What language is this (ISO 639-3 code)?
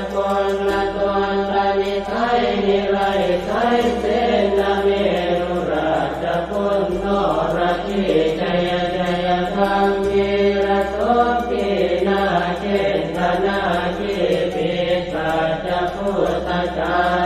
pli